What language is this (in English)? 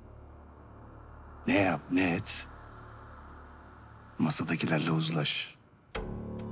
Turkish